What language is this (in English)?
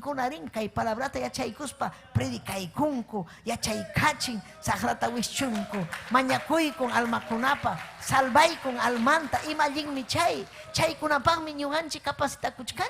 Ayacucho Quechua